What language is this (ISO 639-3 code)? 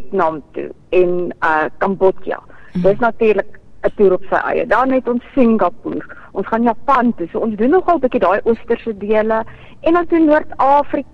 afr